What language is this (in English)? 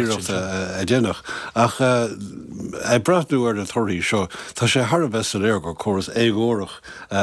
Irish